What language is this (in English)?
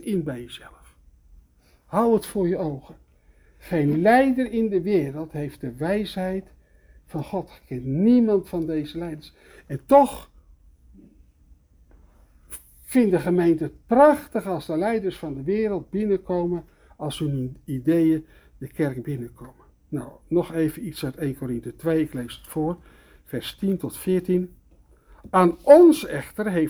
Dutch